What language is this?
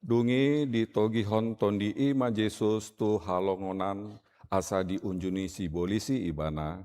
Batak Toba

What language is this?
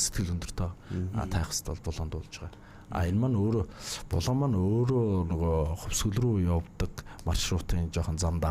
Mongolian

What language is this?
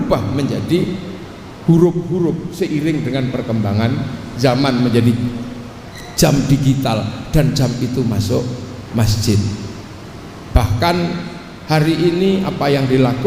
Indonesian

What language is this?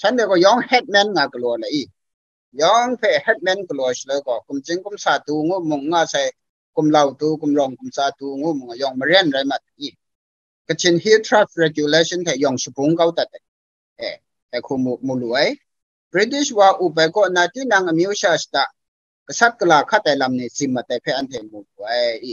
Kachin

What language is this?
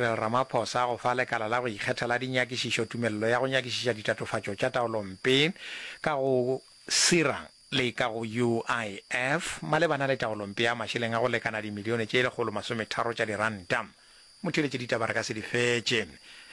Northern Sotho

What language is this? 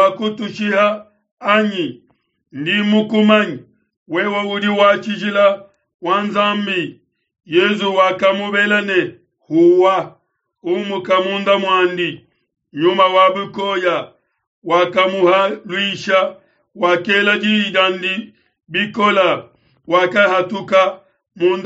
Luba-Lulua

